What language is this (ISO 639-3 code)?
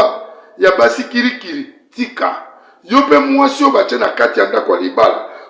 lin